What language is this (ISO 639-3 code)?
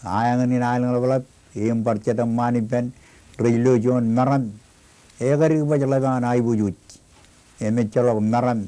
mah